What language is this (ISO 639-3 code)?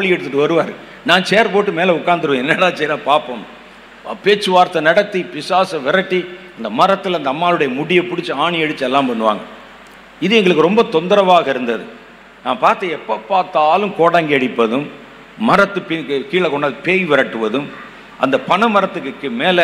tam